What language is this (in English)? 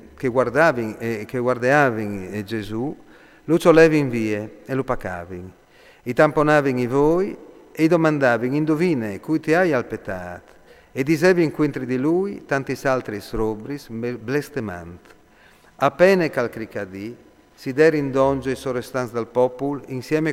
Friulian